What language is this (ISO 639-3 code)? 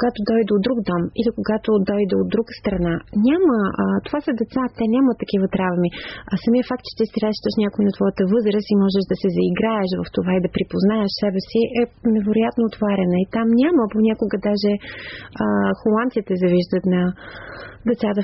bul